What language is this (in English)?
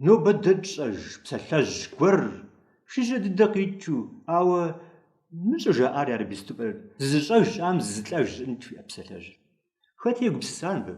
Kabardian